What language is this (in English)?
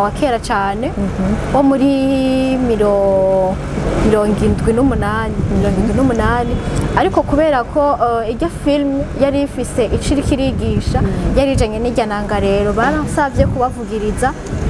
Rundi